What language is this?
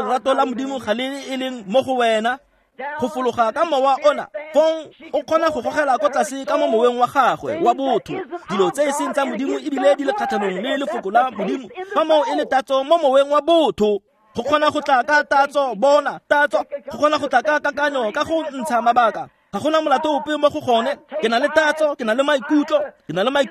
Tswana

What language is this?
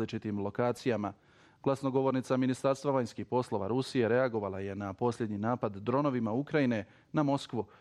Bosnian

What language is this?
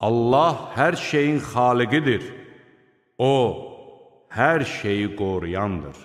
Azerbaijani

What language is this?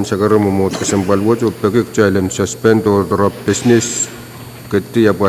Pohnpeian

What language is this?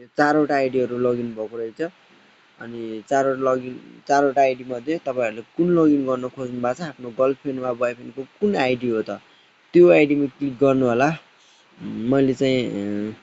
Nepali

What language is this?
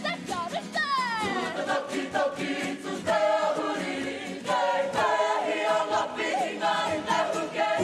Māori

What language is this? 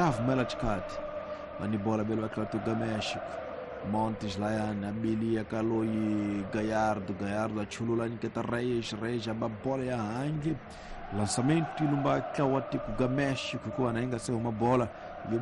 Tsonga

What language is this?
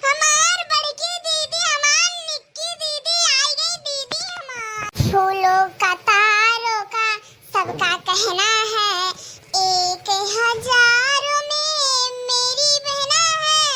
Awadhi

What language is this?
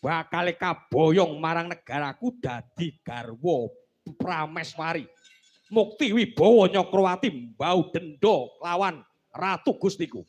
Javanese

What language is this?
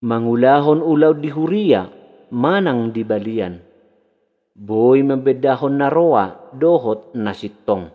Batak Toba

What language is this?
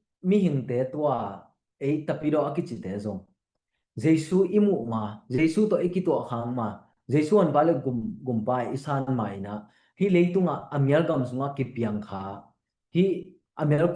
Tedim Chin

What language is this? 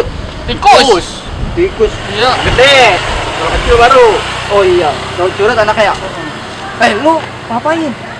Betawi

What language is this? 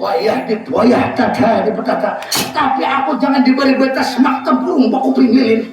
Banjar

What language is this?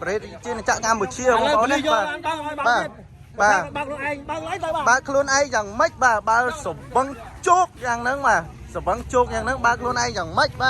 Khmer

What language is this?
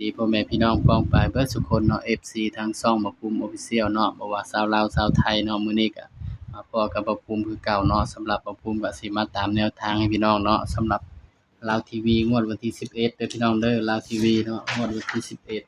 Northeastern Thai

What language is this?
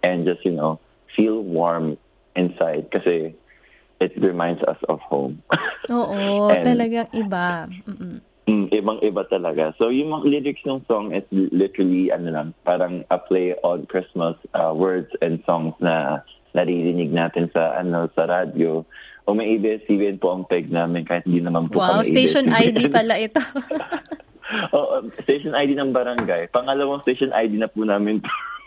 Filipino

